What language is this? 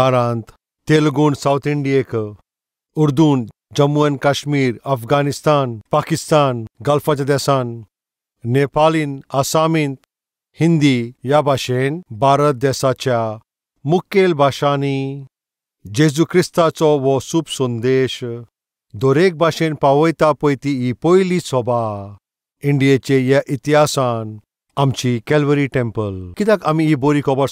Konkani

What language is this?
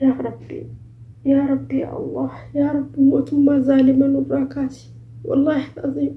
Oromo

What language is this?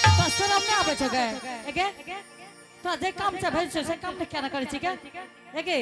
Angika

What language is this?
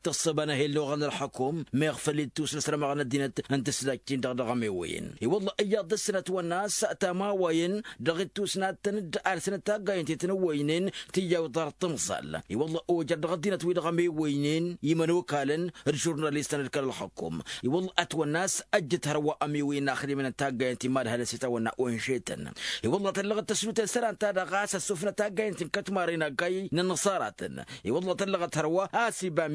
Tamasheq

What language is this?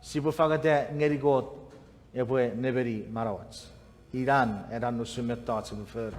Chuukese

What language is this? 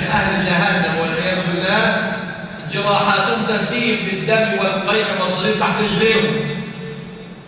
Arabic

